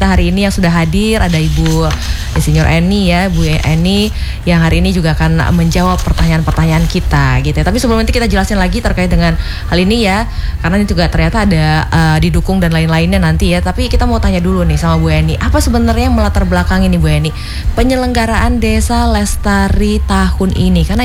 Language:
Indonesian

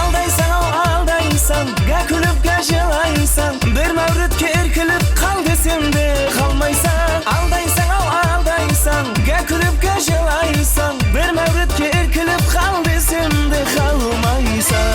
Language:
Kara-Kalpak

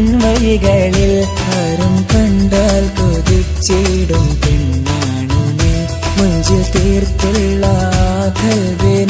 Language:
Malayalam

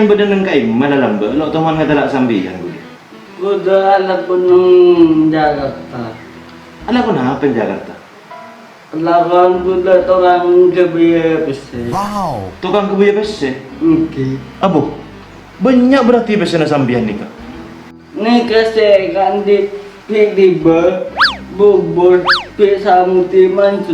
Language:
Madurese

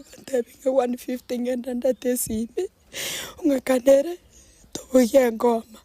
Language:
Gusii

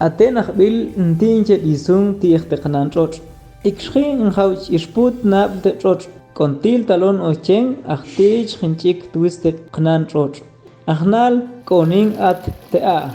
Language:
Tektiteko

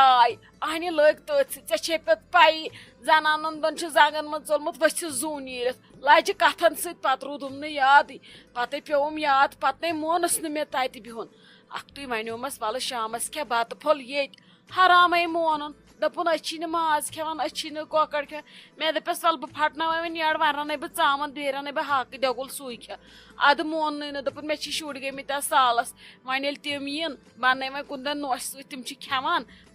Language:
Kashmiri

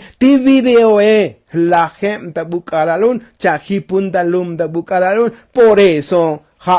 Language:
Tzotzil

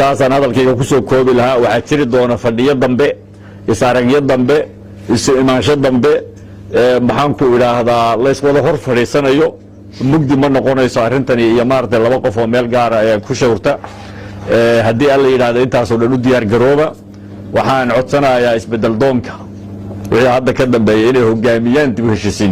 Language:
Somali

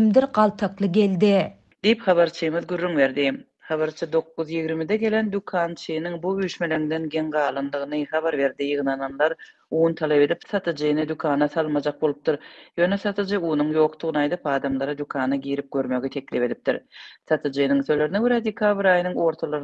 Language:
Turkmen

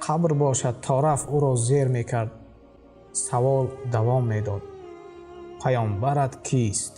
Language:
Tajik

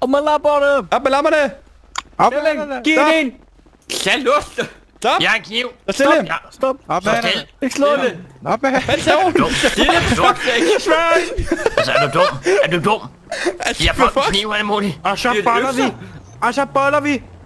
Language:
Danish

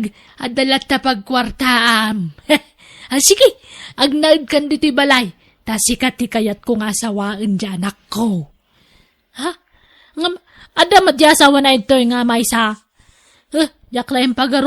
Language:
Iloko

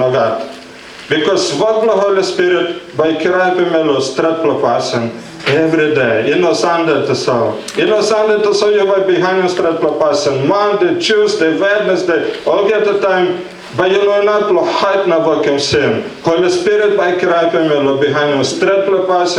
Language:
Tok Pisin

